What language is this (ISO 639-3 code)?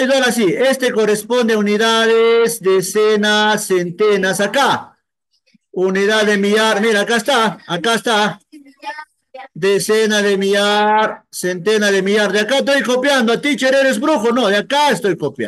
spa